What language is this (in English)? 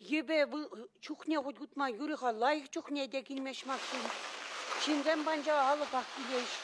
Chuvash